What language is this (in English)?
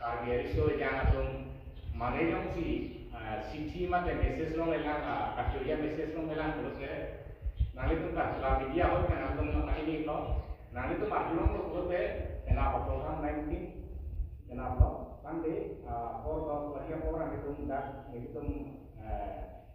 Karbi